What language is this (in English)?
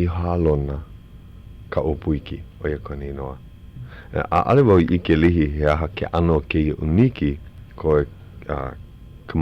Hawaiian